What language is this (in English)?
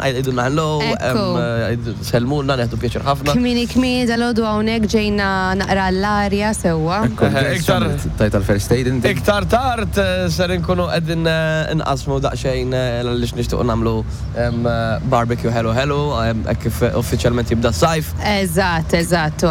Maltese